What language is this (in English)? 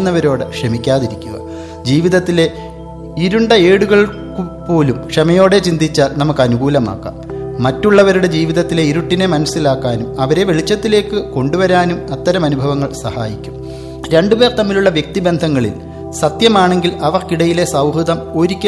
Malayalam